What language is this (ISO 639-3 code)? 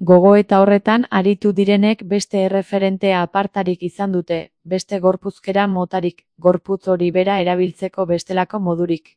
eus